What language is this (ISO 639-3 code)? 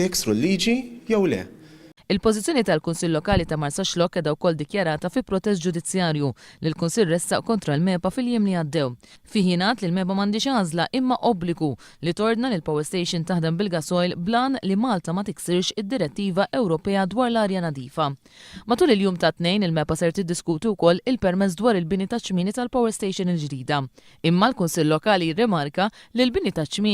mlt